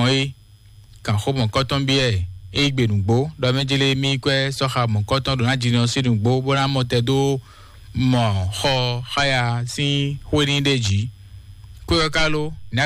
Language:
Fon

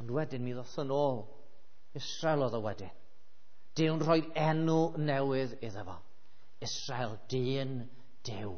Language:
Welsh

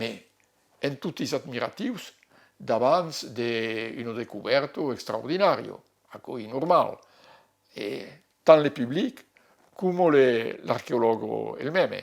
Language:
Occitan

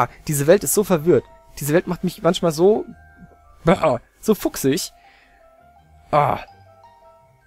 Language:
German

